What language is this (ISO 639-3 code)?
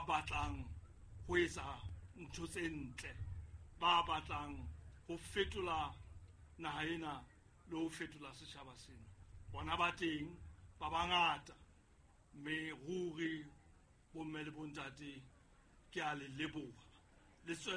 sot